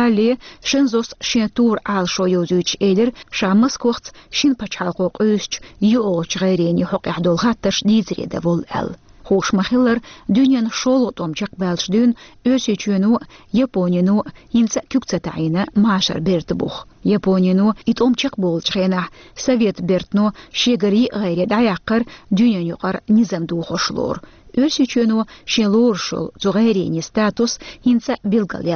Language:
Chechen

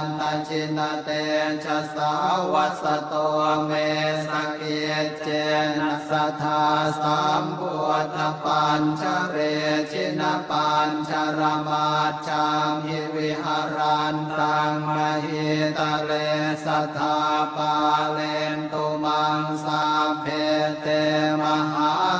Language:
Pali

